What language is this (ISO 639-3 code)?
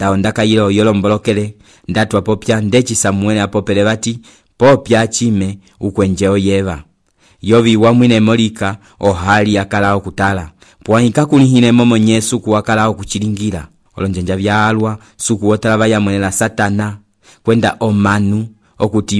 umb